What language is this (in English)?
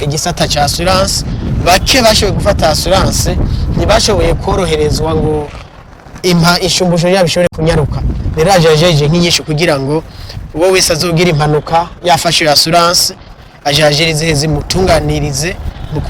Rundi